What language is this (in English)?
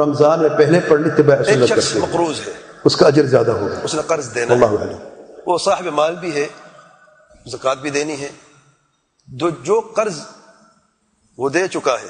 Urdu